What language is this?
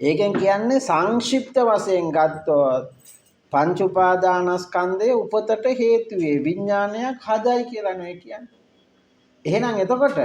Sinhala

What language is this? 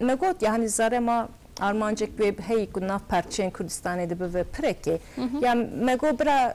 Kurdish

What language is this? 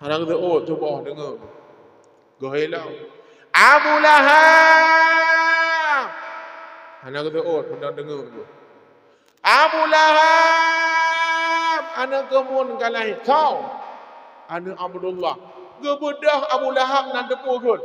Achinese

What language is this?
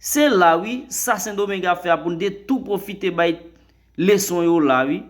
Haitian Creole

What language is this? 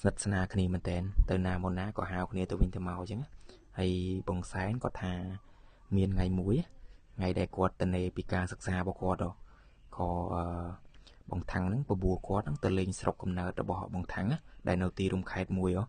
Khmer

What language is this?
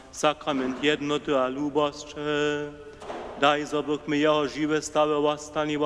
Upper Sorbian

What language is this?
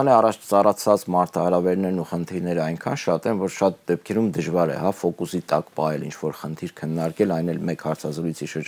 Armenian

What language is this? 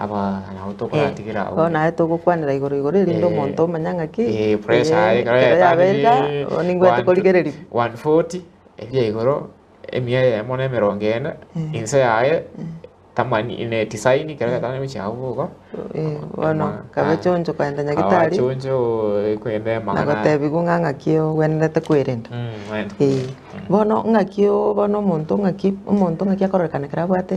Gusii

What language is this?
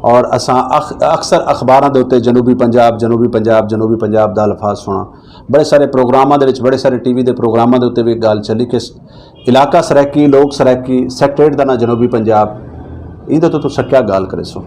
Saraiki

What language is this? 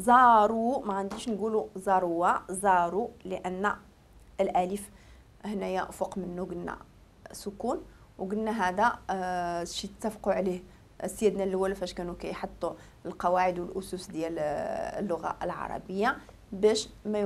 Moroccan Arabic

